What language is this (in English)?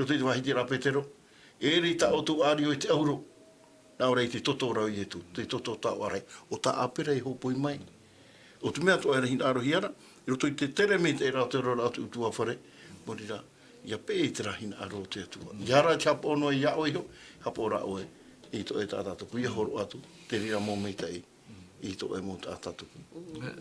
Tahitian